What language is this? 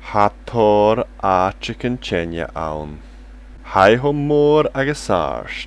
Scottish Gaelic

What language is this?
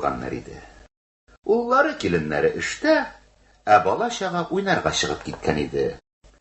Tatar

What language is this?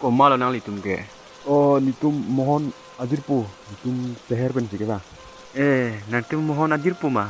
Karbi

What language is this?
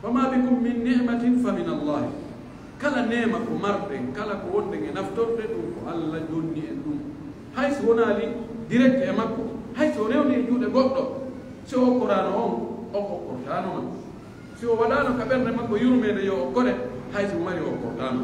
Pular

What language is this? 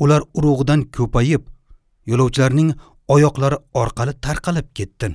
Uzbek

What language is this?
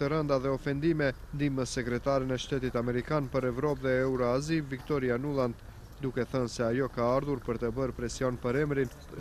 Albanian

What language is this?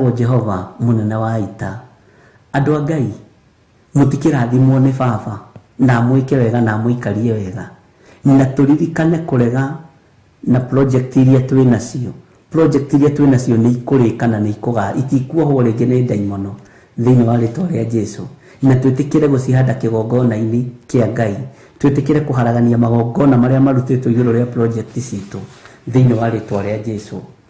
Kikuyu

